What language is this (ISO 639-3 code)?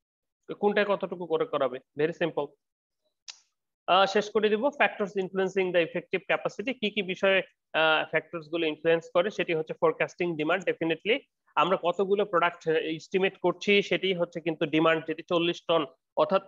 ben